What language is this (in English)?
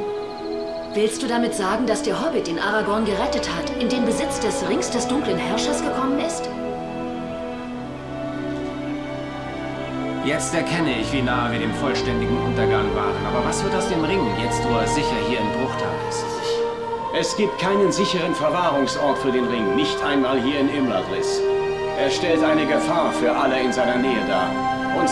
German